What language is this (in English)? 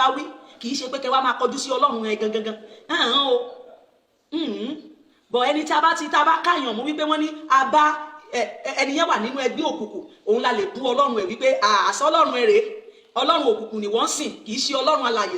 Yoruba